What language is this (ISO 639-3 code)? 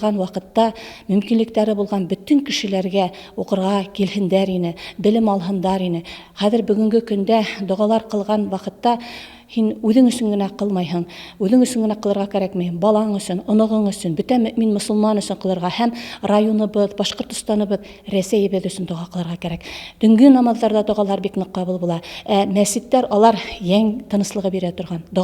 bak